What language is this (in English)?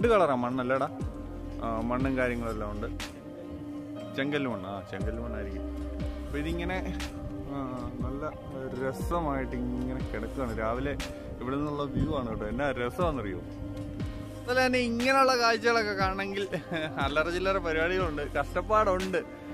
Malayalam